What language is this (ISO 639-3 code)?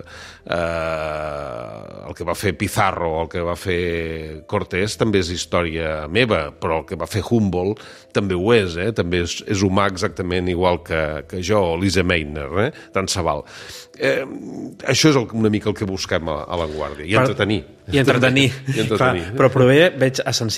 cat